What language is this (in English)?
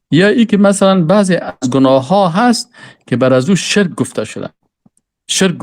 Persian